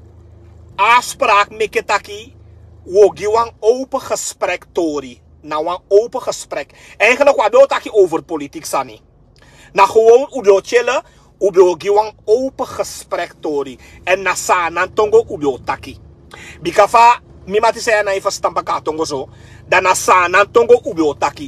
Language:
Sranan Tongo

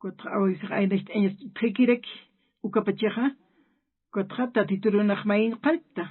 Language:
Aymara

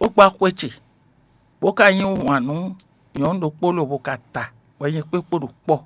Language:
Fon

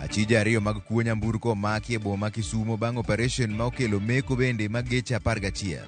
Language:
Luo (Kenya and Tanzania)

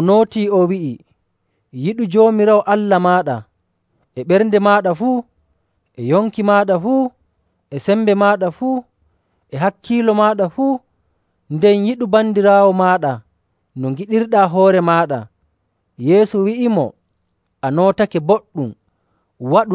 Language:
Nigerian Fulfulde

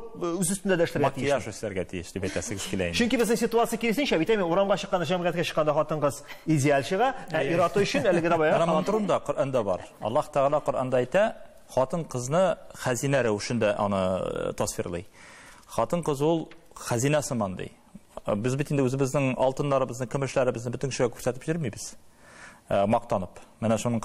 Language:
Tatar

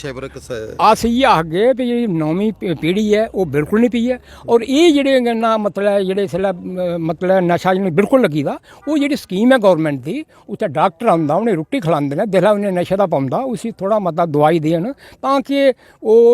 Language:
Dogri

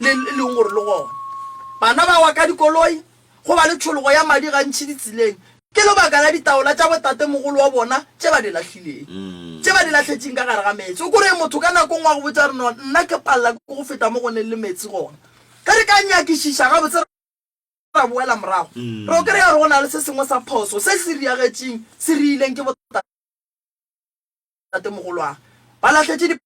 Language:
Northern Sotho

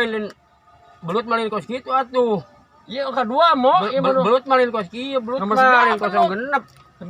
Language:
Sundanese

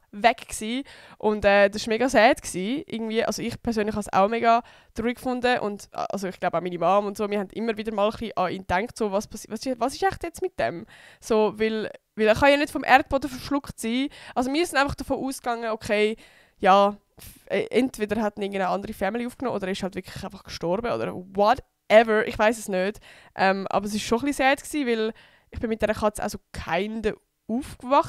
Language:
Swiss German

